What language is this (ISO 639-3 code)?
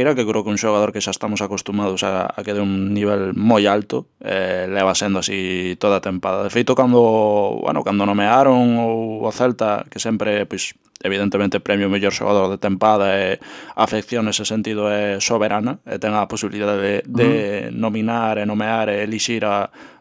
glg